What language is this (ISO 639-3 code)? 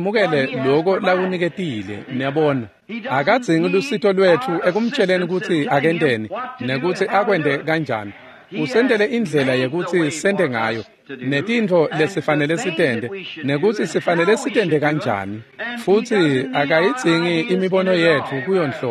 ssw